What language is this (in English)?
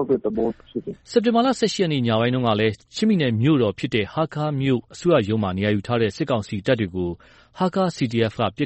Burmese